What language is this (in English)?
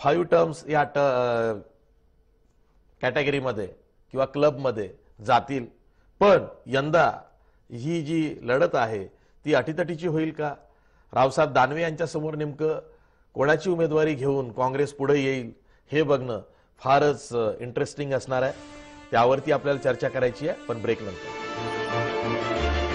Marathi